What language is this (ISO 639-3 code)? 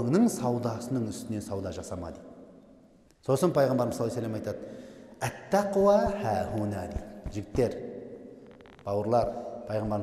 kaz